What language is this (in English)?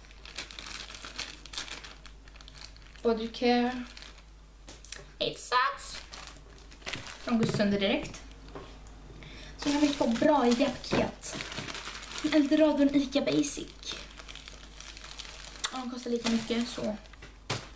Swedish